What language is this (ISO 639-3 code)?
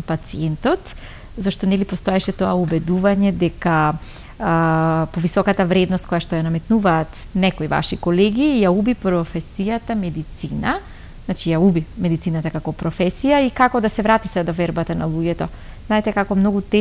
mkd